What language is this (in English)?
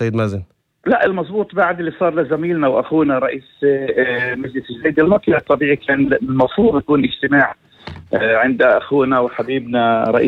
North Levantine Arabic